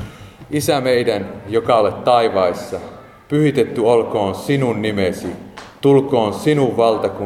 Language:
Finnish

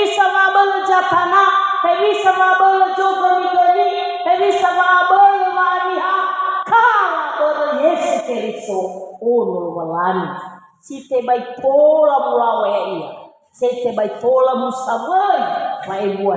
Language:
Nias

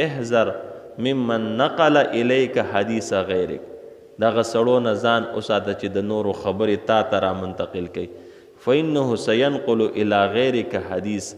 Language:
Pashto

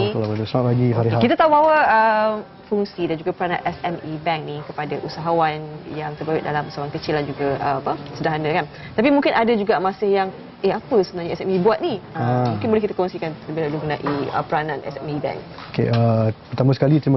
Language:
Malay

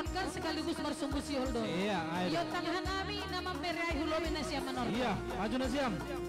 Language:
Batak Simalungun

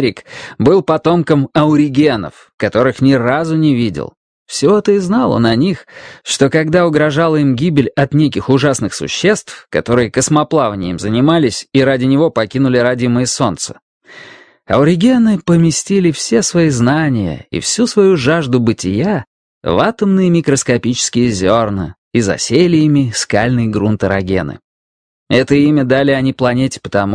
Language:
Russian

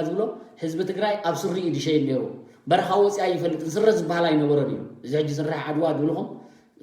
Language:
Tigrinya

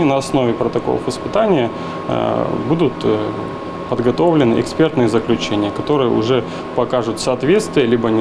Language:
Russian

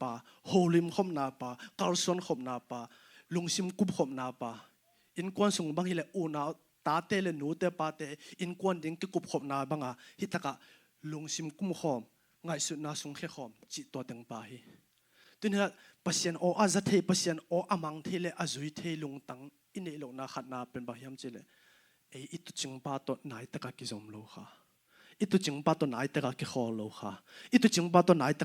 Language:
Tedim Chin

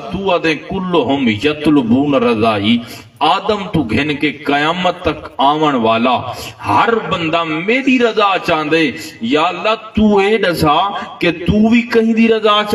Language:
Saraiki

